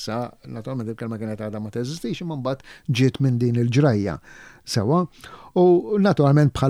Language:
Maltese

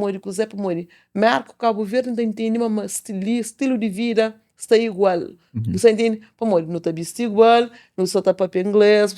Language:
Kabuverdianu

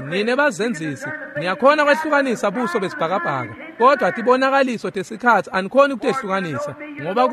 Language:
Swati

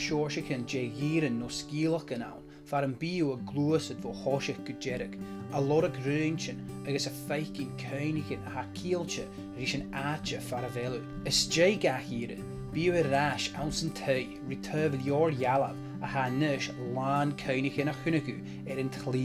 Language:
Scottish Gaelic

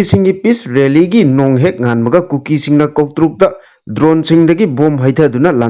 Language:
Manipuri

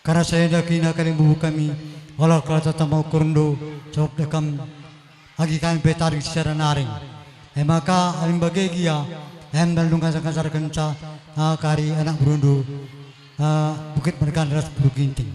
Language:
Batak Karo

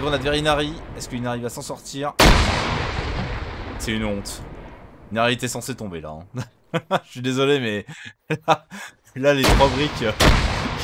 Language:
French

